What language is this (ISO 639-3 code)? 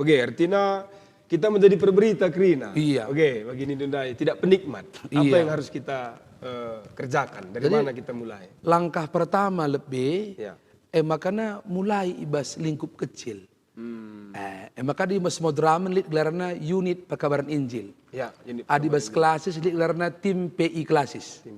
btx